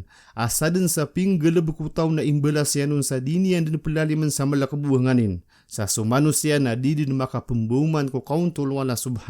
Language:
Maranao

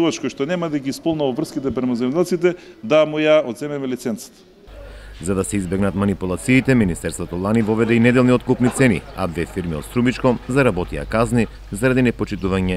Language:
Macedonian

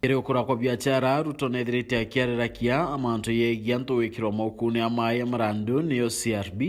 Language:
Meru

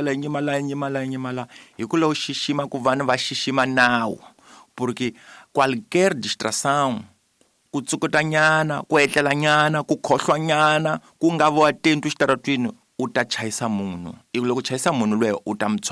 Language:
Tsonga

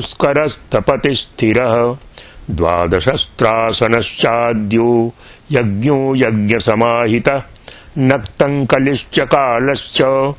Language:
Sanskrit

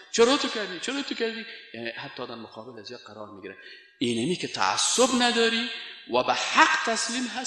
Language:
Persian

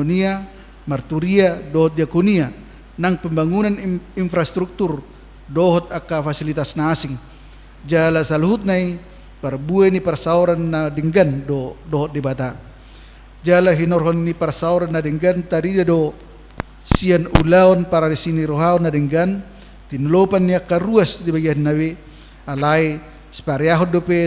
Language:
Batak Toba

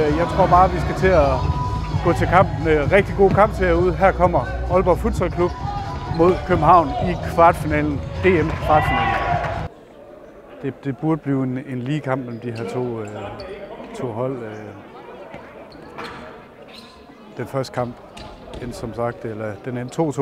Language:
Danish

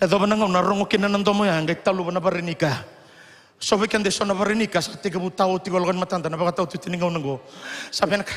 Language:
Fijian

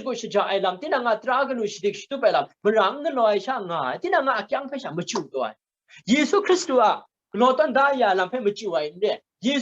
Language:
Kachin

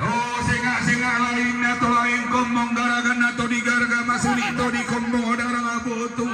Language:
Toraja-Sa'dan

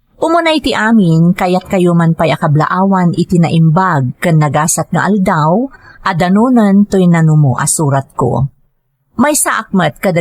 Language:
Iloko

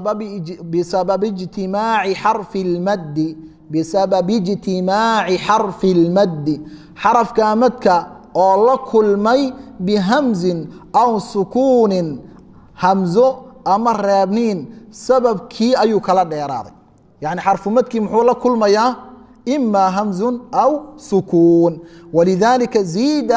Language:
Somali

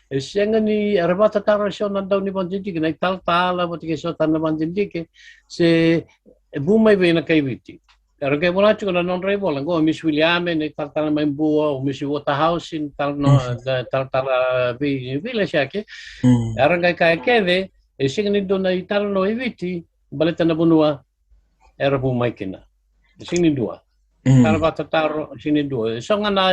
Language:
Fijian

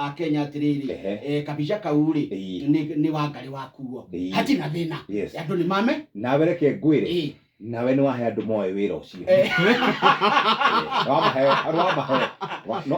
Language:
Kikuyu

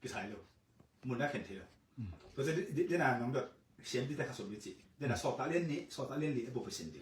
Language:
Tedim Chin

